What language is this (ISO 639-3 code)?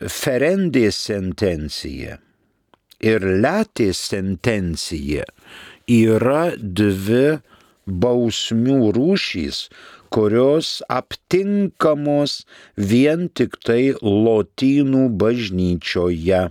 lit